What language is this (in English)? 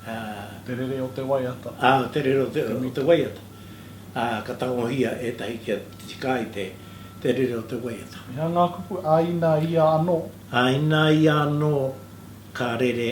Māori